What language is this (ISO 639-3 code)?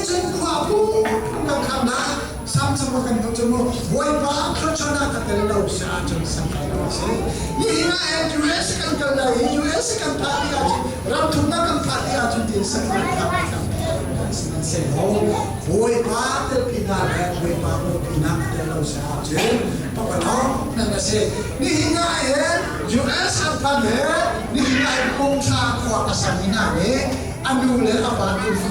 cnh